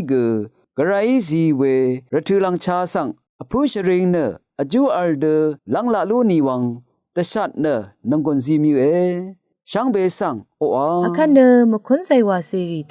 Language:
Rawang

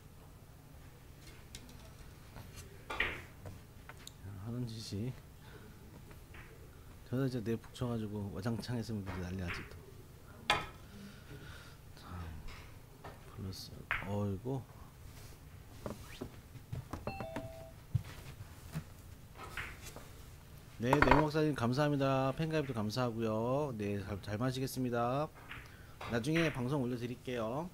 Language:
Korean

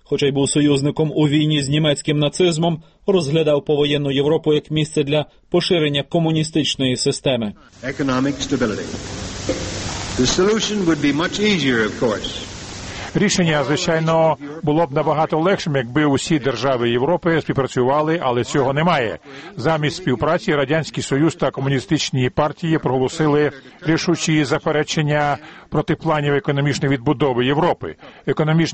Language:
Ukrainian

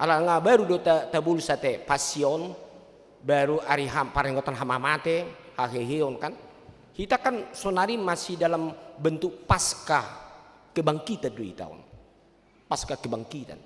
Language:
Batak Toba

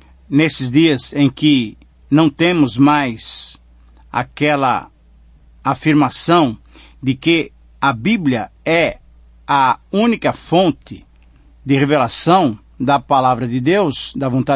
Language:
Portuguese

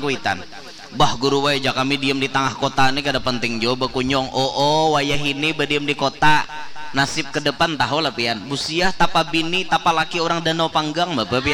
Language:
Banjar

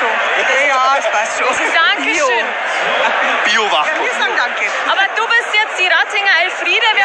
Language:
Bavarian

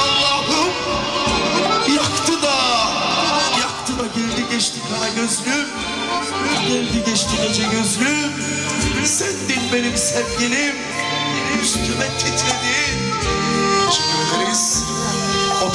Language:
Turkish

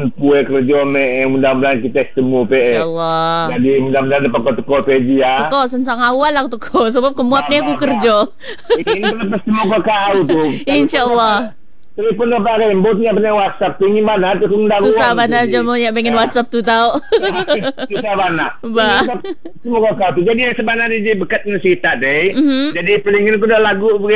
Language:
Malay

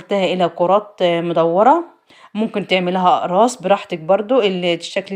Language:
Egyptian Arabic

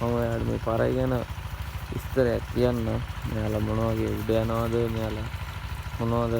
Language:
Sinhala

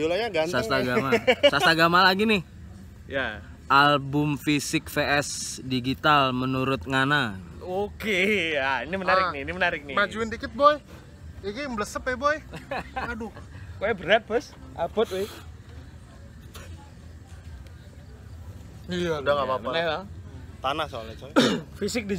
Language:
Indonesian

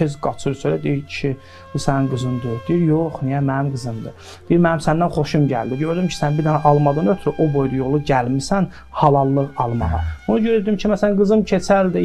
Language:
Azerbaijani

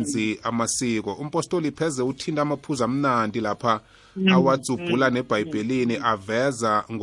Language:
South Ndebele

